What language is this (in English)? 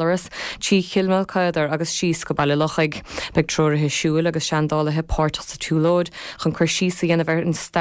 Irish